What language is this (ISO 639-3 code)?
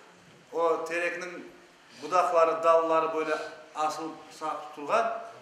crh